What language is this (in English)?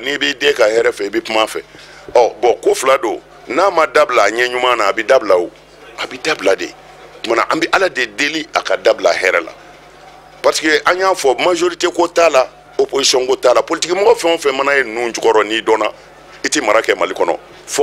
Bambara